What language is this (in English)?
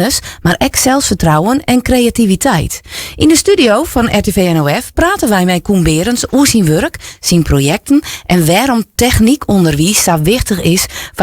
Western Frisian